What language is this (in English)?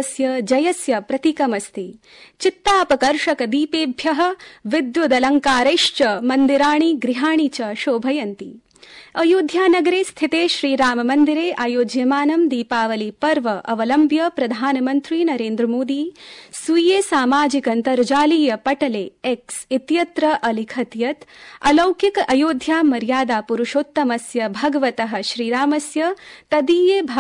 Sanskrit